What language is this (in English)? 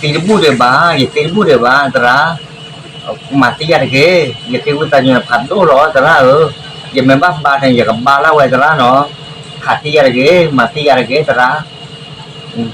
S'gaw Karen